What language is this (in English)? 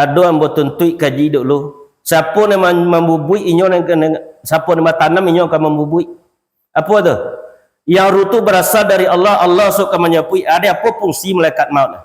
Minangkabau